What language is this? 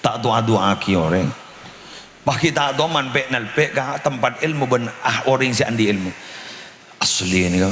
Madurese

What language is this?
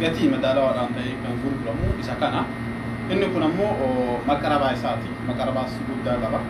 Oromo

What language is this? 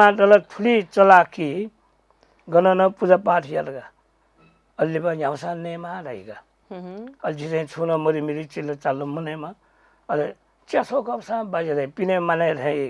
Newari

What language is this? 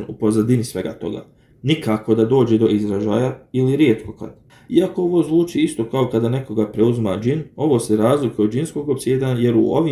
Bosnian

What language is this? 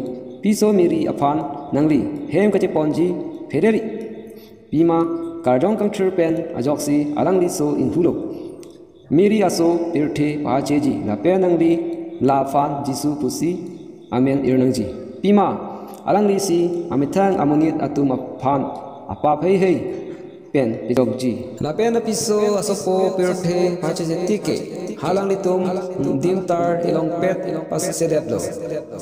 Karbi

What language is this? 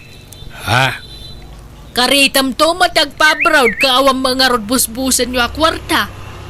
Iloko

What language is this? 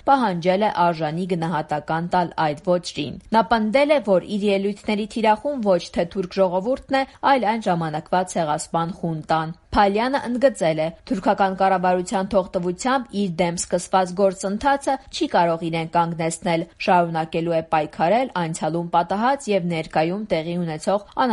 Armenian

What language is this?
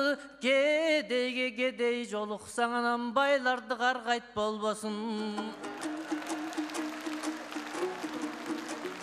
Kyrgyz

